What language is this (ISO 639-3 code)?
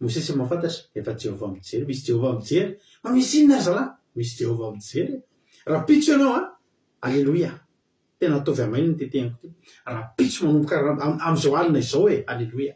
mlg